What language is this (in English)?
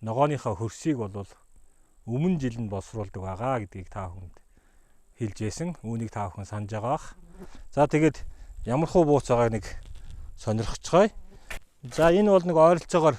Mongolian